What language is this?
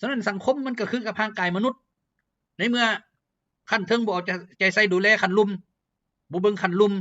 Lao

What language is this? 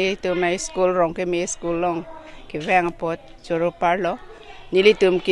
Karbi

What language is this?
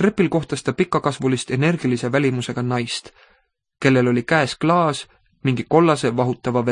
Estonian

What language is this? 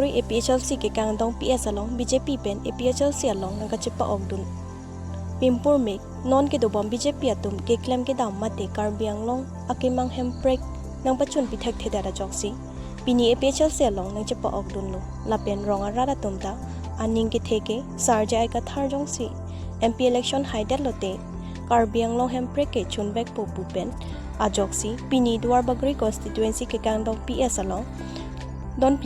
Karbi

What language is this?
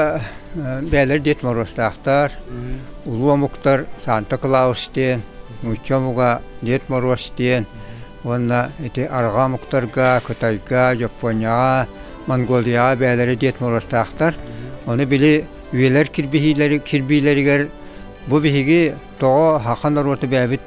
Yakut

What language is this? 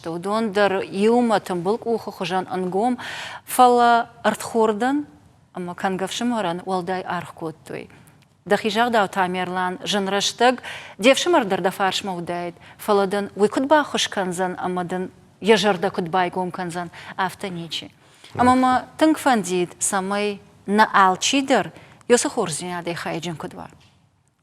Ossetic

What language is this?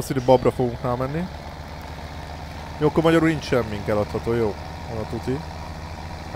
Hungarian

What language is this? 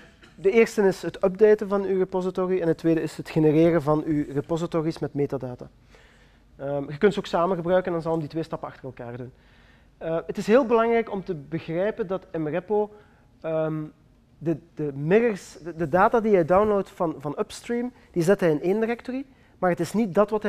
Dutch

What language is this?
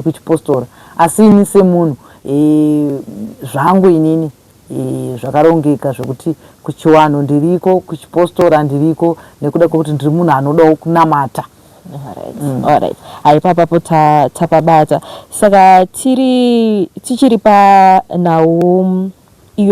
Shona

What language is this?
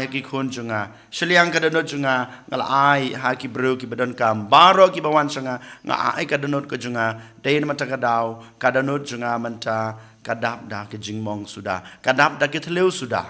Khasi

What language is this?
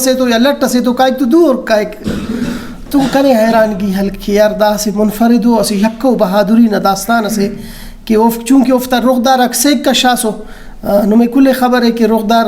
Brahui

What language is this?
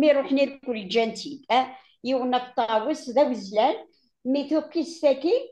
Kabyle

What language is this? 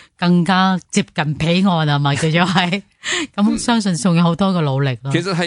Cantonese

